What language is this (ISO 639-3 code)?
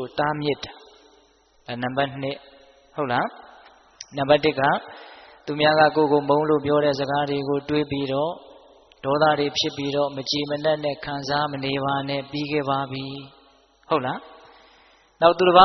mya